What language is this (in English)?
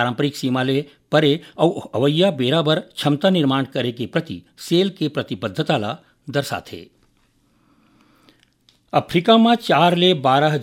Chhattisgarhi